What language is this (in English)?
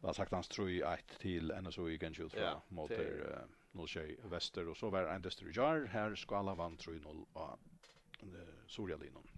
Faroese